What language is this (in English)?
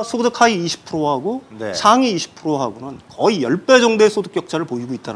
Korean